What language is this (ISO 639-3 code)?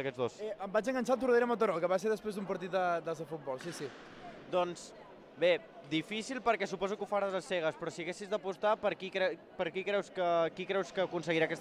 cat